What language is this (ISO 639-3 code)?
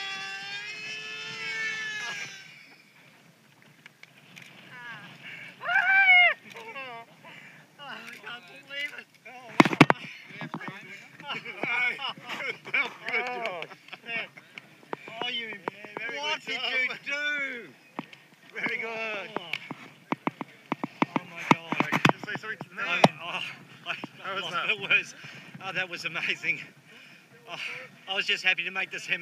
eng